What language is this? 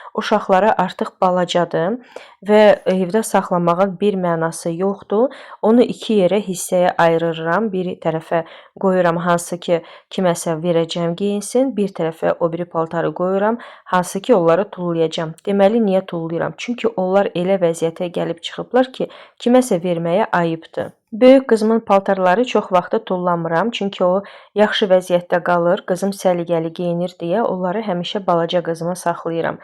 Azerbaijani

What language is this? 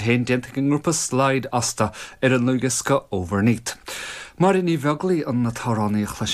Irish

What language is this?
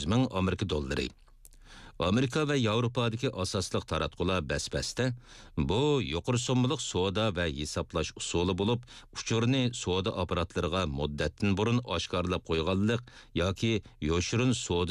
Uyghur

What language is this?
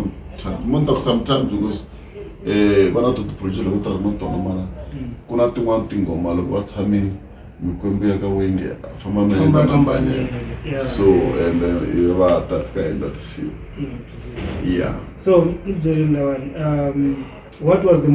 Tsonga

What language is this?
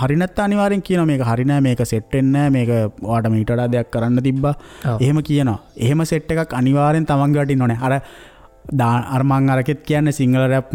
Sinhala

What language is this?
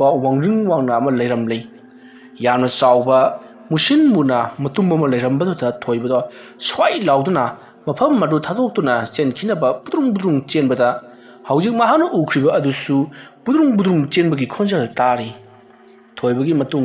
Manipuri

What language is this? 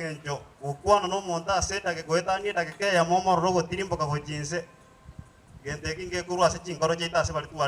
Gusii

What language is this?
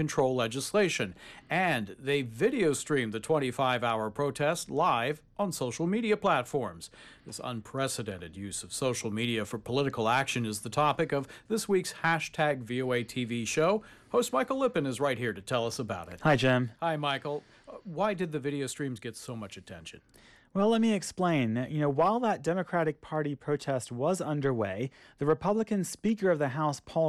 English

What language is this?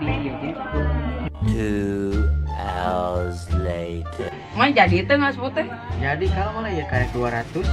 Sundanese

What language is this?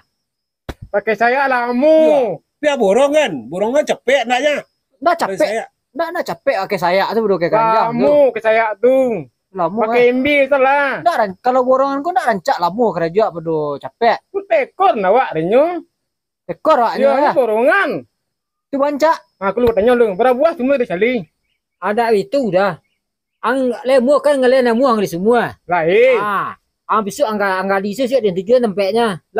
Minangkabau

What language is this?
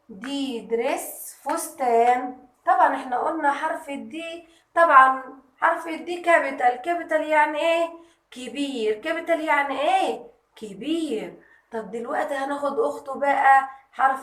Egyptian Arabic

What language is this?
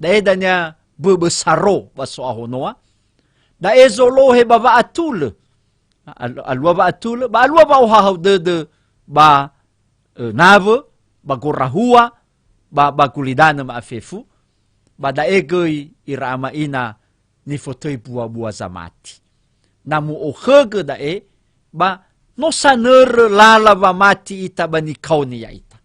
Nias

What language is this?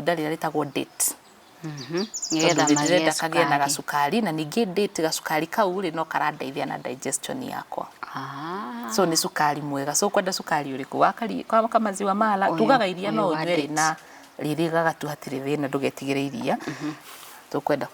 Kikuyu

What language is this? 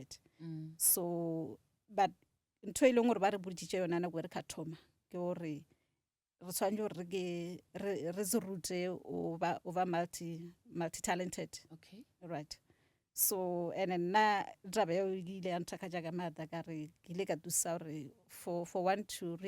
Northern Sotho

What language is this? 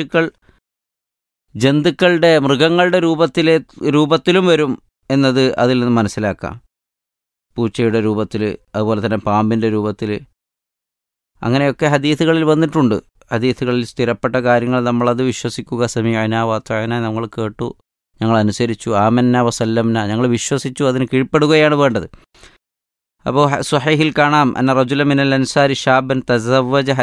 Malayalam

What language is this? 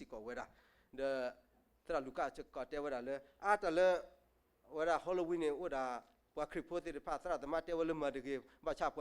S'gaw Karen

